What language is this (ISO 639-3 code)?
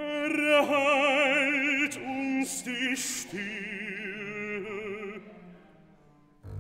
deu